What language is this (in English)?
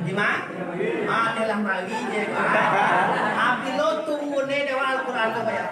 Minangkabau